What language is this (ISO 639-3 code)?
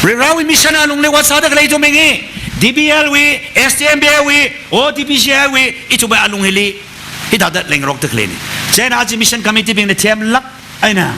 nmf